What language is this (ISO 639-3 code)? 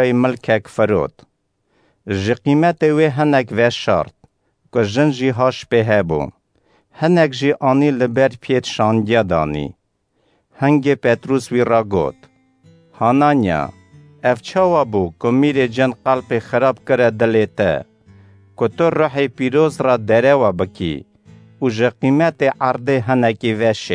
kur